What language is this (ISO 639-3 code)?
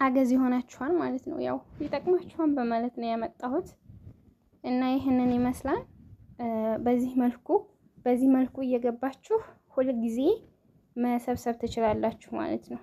amh